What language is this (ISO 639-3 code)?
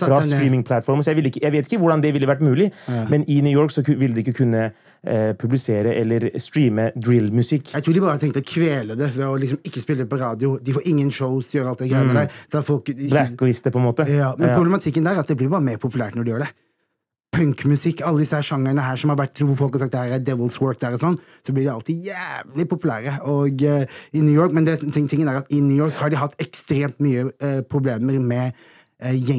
nor